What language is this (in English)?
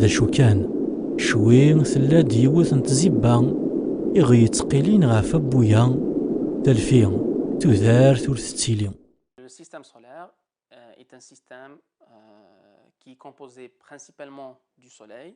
Kabyle